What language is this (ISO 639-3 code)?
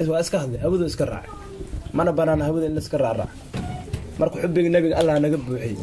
som